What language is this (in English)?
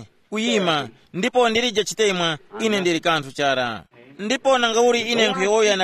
Tumbuka